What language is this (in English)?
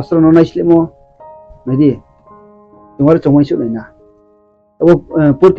Riang (India)